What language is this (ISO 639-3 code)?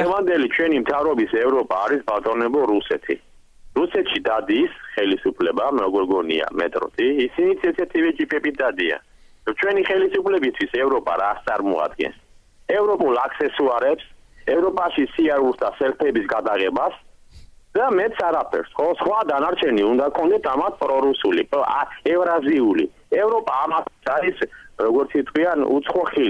kat